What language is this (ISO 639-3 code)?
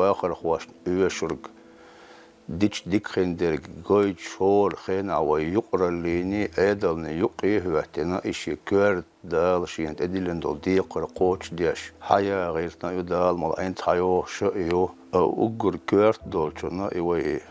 che